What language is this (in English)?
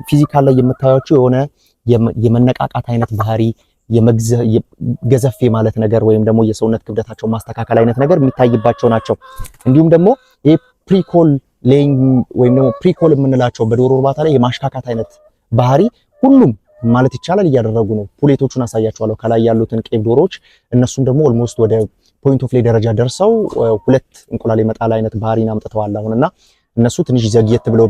Amharic